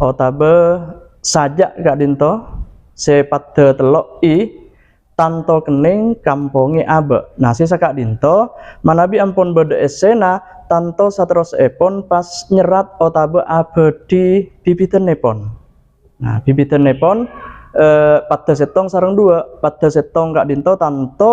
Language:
Madurese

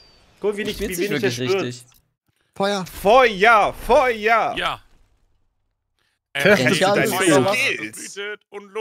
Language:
German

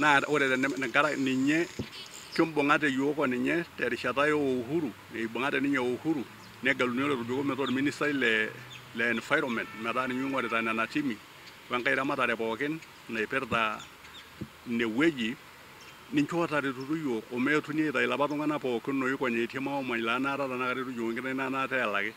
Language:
Masai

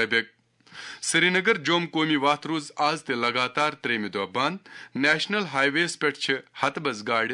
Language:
Kashmiri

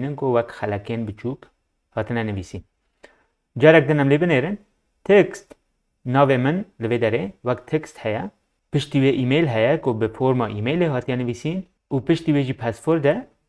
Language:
Kurdish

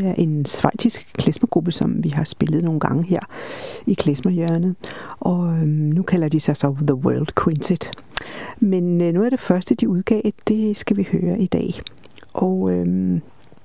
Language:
Danish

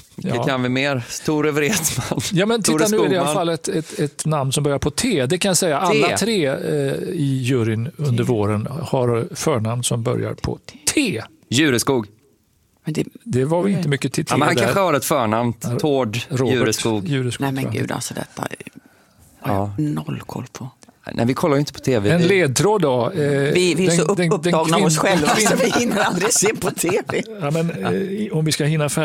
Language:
Swedish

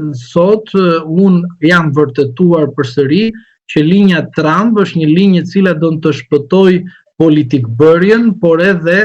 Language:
Albanian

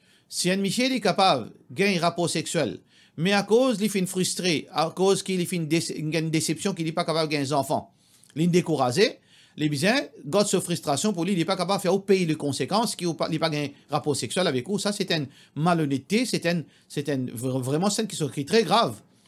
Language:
Morisyen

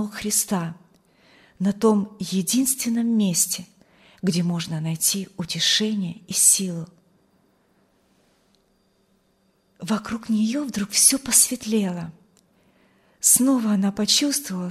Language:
Russian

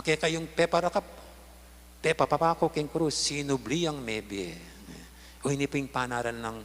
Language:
Pampanga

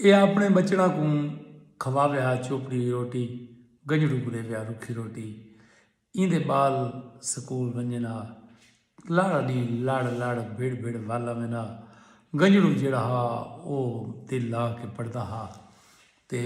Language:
Saraiki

